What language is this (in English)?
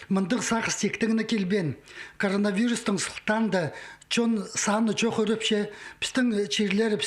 Khakas